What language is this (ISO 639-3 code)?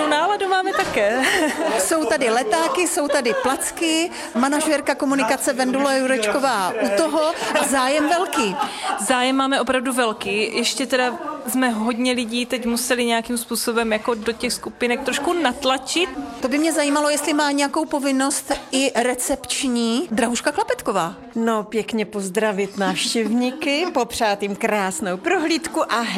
ces